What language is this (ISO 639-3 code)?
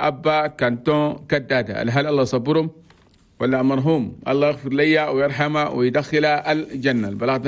shu